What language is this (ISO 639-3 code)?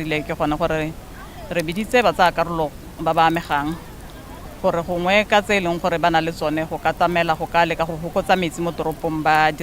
tsn